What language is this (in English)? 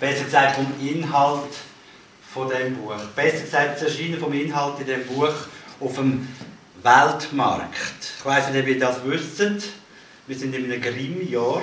Swiss German